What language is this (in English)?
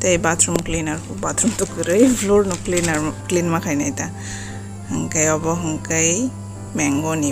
Kok Borok